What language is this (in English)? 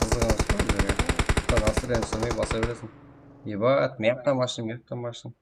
Kara-Kalpak